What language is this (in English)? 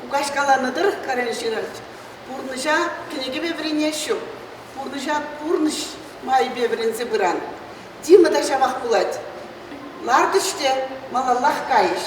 Chuvash